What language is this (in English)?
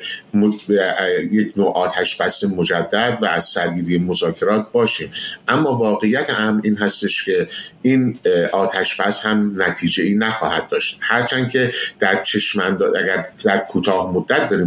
Persian